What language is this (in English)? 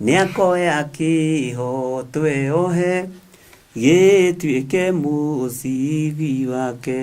Kikuyu